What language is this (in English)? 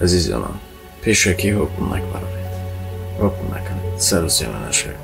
Tajik